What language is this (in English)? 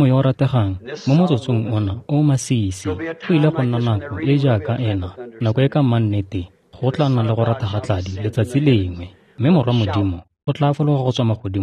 Tswana